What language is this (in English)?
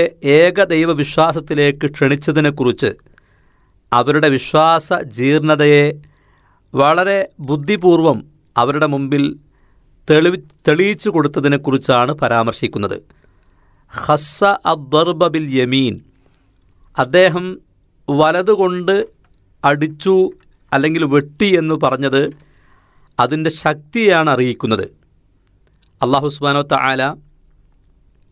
Malayalam